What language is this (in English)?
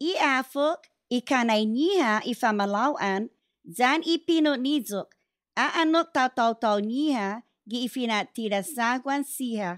Chamorro